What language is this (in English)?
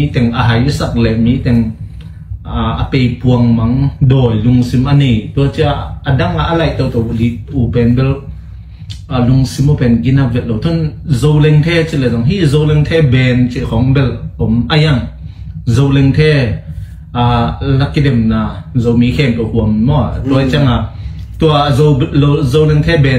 Tedim Chin